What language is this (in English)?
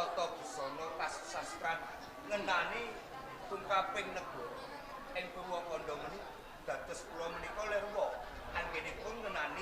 Javanese